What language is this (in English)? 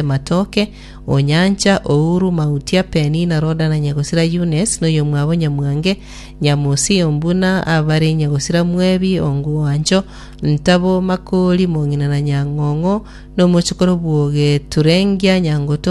Gusii